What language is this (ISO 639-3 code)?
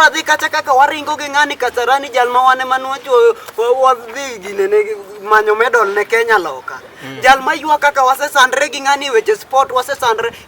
luo